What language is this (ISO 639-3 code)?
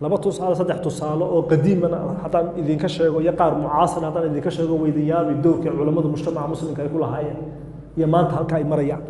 som